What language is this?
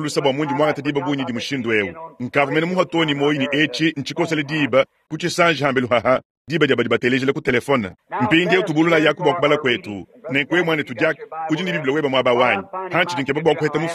Luba-Lulua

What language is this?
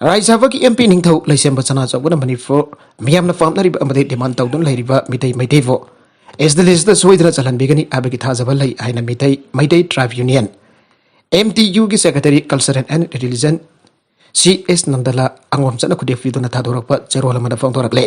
Manipuri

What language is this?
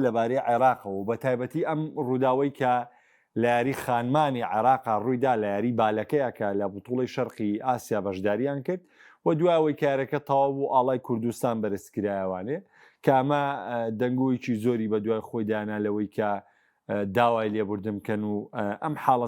Central Kurdish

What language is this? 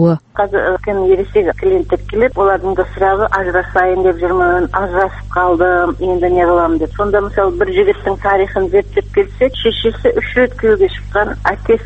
Kazakh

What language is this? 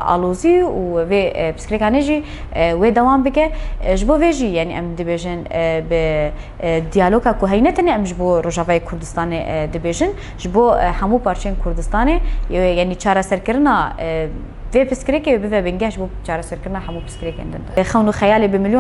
Kurdish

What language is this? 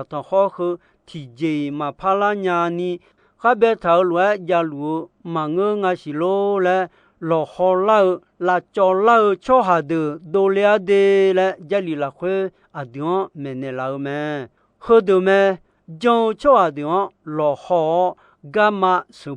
Akha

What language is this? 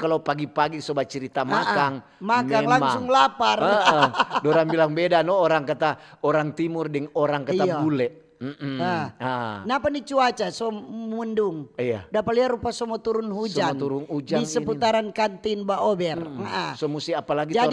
Manado Malay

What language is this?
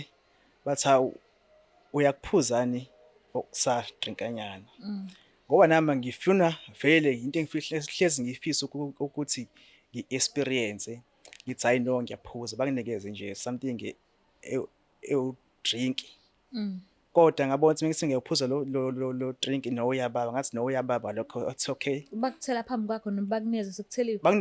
Zulu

